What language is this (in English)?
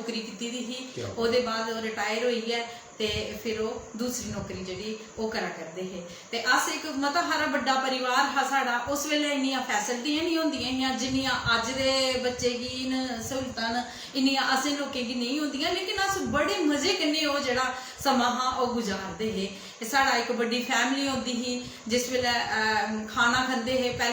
Dogri